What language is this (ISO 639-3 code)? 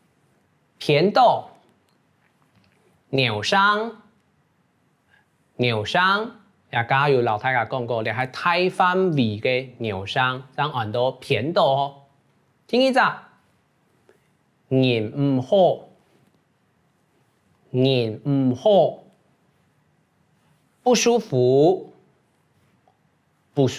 hak